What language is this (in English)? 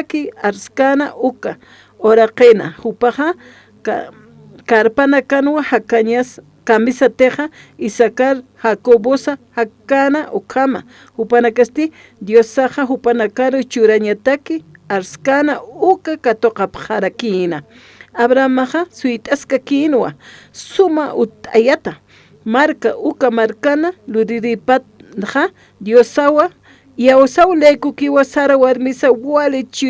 Aymara